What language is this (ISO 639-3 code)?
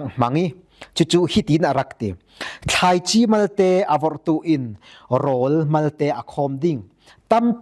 cfm